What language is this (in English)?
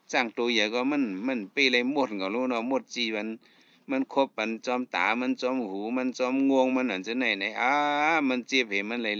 Shan